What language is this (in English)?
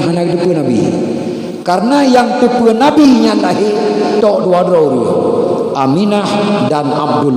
Achinese